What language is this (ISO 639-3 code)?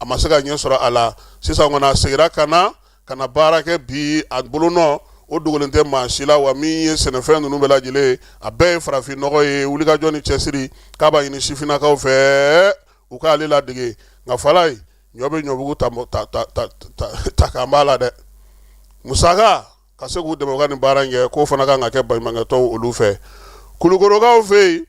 bam